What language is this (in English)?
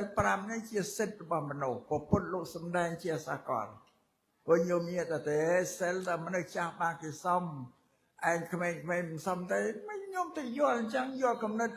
Khmer